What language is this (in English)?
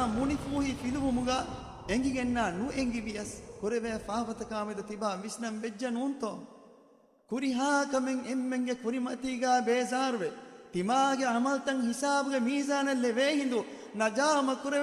Divehi